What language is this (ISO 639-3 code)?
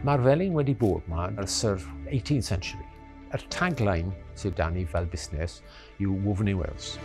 cym